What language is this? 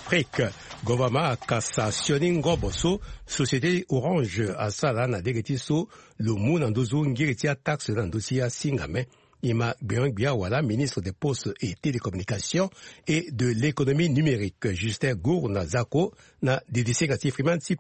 Sango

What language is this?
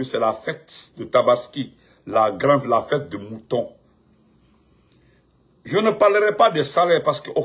French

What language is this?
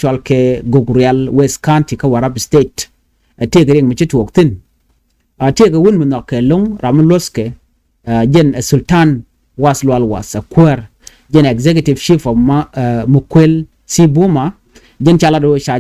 Nuer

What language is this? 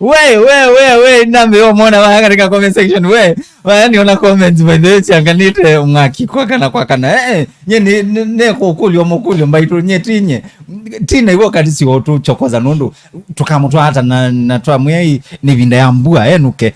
Kamba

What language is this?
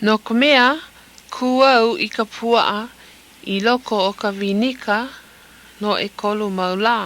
Hawaiian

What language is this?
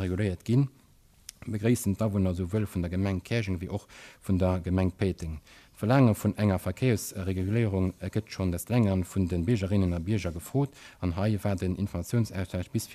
Luxembourgish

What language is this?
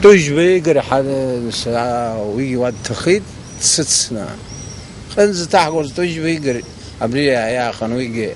Abkhazian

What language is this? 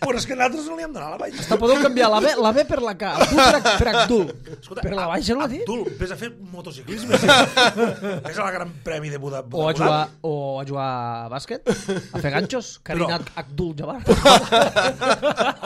Catalan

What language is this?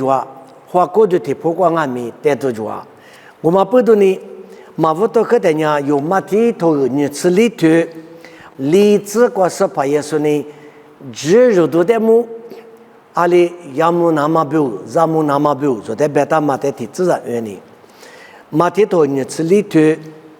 Lisu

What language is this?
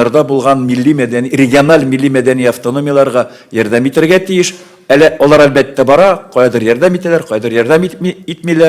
Tatar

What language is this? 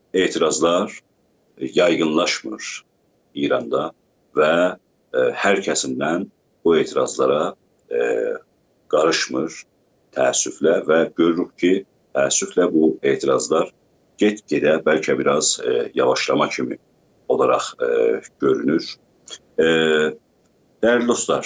South Azerbaijani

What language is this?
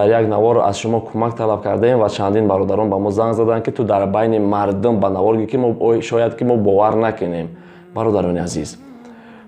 Tajik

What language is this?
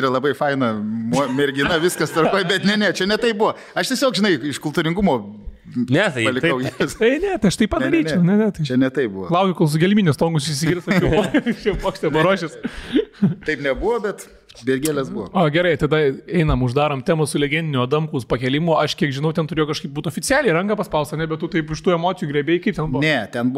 Lithuanian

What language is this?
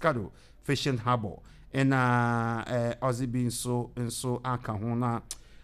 Akan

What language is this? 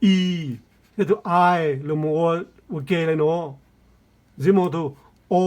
Hmong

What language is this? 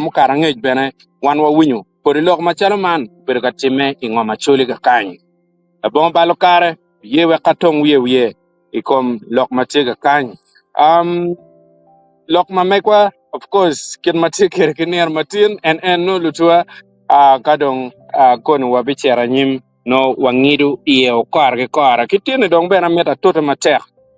Acoli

